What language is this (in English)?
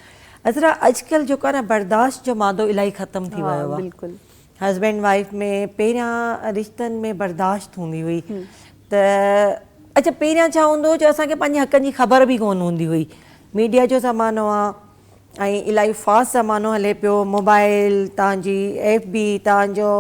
Sindhi